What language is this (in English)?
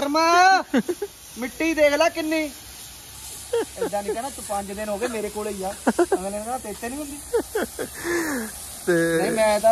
Punjabi